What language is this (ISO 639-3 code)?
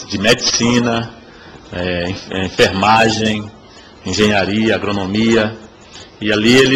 por